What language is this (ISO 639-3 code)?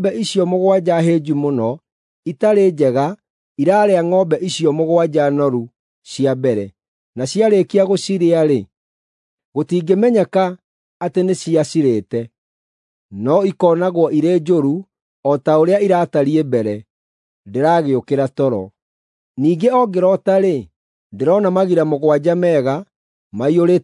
kik